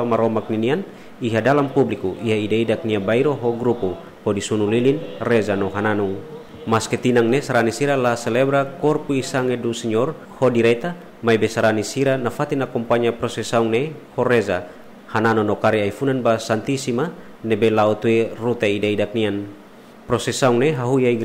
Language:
Tetum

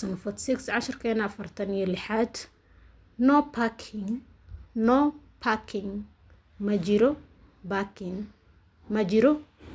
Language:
Somali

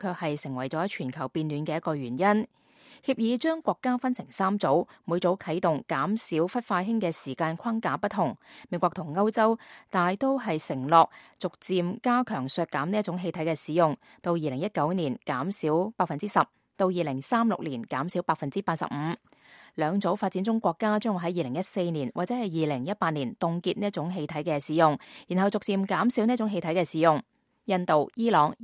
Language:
Cantonese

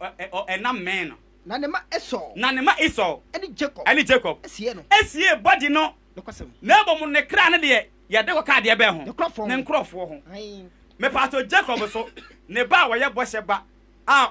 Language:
Akan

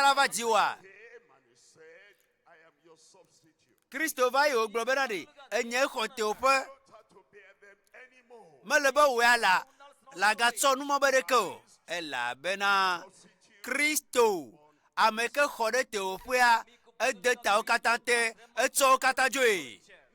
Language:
Ewe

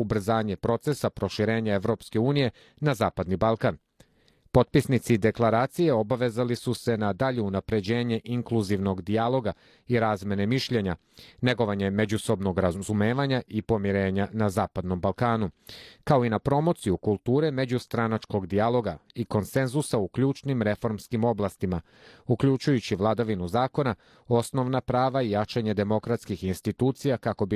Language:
Serbian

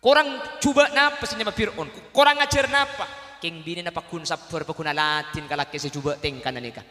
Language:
Madurese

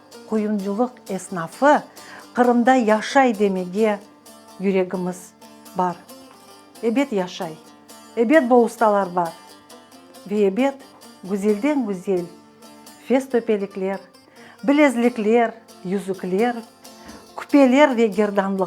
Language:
Crimean Tatar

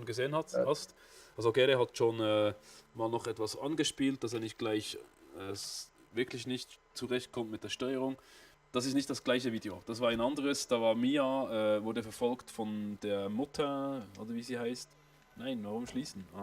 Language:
Swiss German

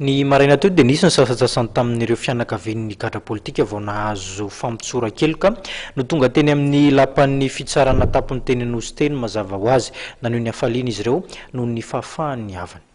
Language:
Malagasy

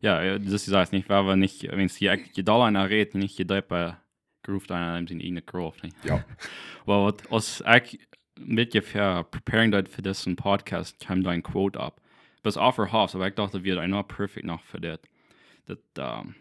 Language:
Plautdietsch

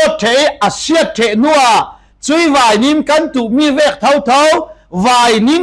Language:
Falam Chin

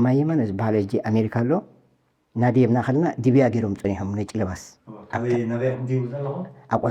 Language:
Tigrinya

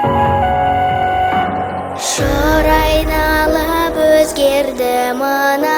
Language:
Kazakh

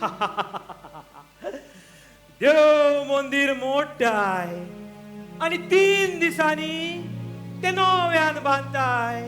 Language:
Konkani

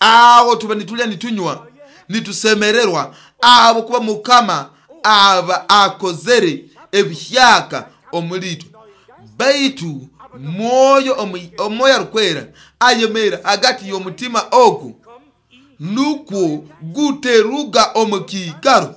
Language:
Nyoro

